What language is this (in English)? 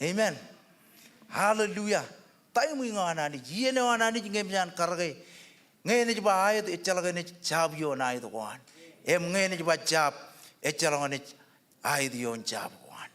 Marshallese